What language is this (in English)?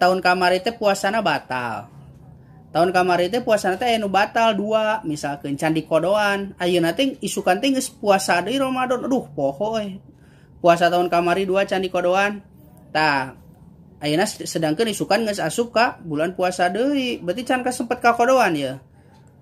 Sundanese